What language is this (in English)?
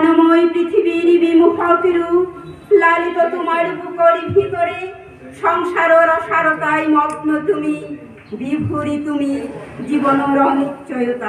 Bishnupriya